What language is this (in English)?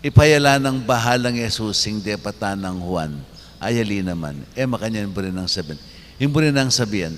Pampanga